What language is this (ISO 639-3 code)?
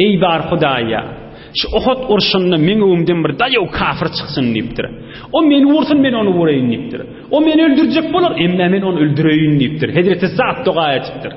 tuk